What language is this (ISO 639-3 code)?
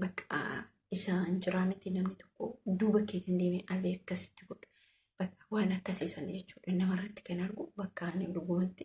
orm